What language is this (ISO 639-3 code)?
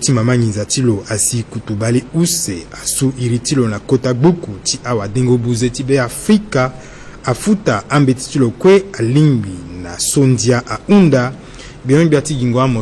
sag